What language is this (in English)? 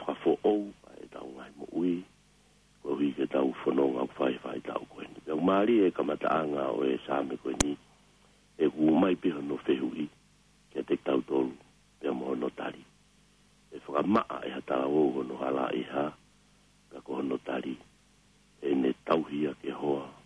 Tongan